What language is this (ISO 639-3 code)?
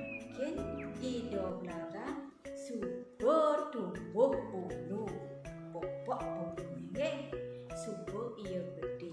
ban